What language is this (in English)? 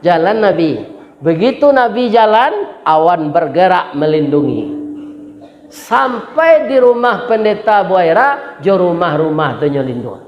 Minangkabau